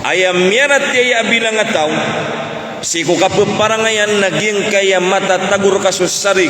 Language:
Maranao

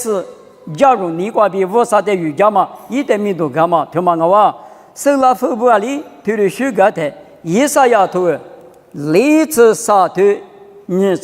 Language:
Lisu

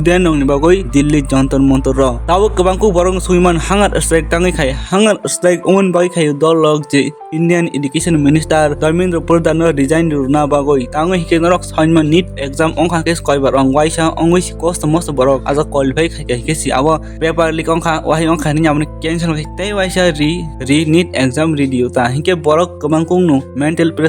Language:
Kok Borok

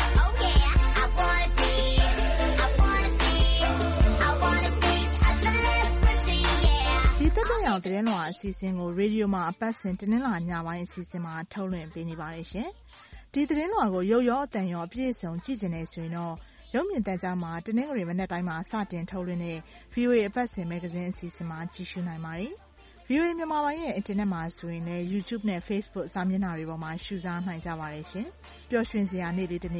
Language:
Burmese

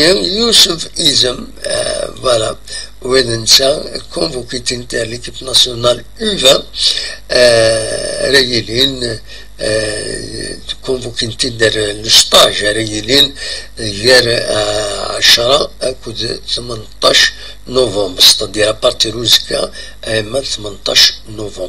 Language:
Kabyle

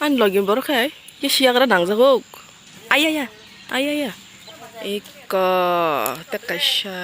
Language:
Kok Borok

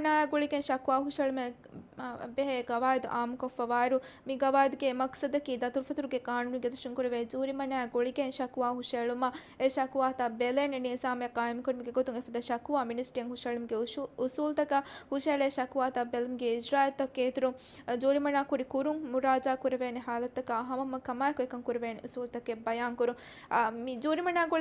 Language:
Divehi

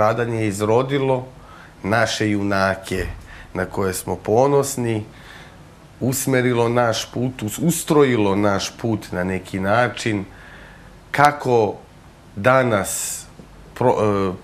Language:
Serbian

